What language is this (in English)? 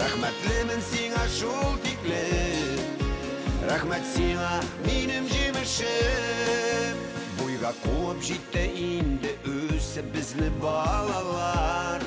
Bashkir